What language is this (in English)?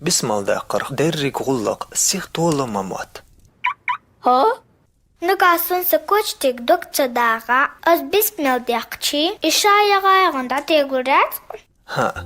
Chechen